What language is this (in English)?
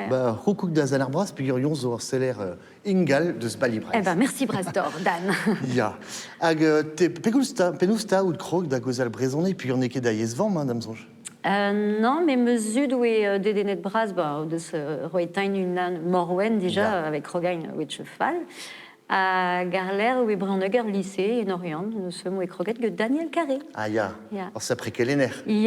Breton